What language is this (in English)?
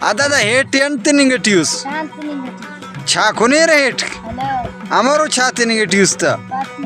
Brahui